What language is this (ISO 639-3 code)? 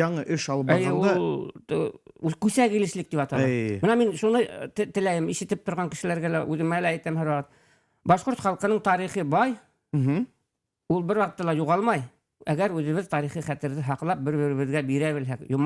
bak